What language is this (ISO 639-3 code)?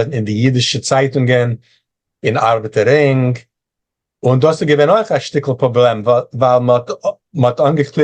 yid